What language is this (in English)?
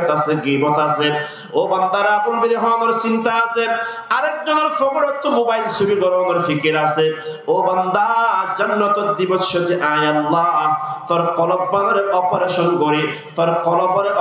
Rohingya